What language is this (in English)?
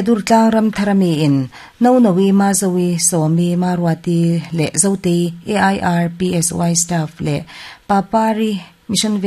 Mizo